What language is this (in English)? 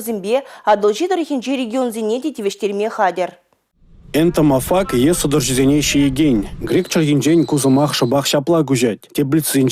Chuvash